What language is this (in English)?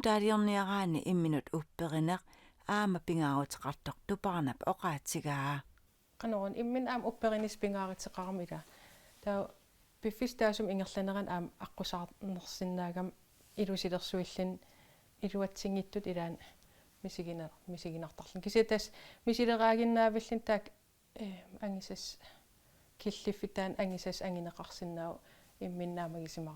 Kalaallisut